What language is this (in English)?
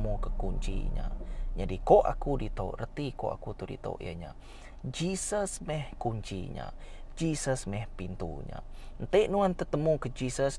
Iban